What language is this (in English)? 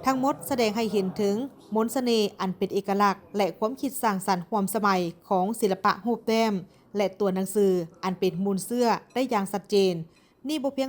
Lao